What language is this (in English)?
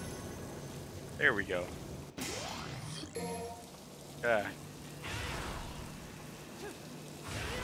English